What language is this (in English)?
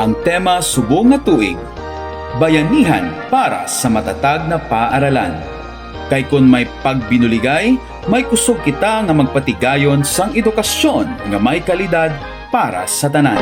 Hiligaynon